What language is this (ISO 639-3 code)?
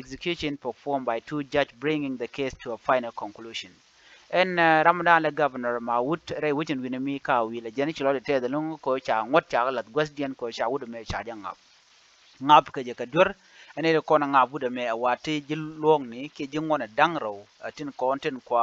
nus